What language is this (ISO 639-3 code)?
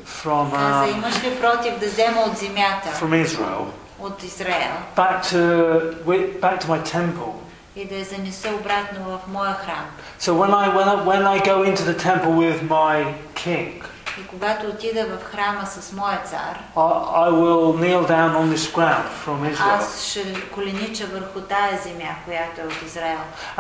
bul